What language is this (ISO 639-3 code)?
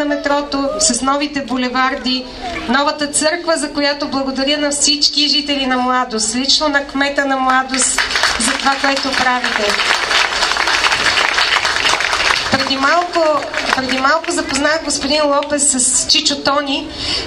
bul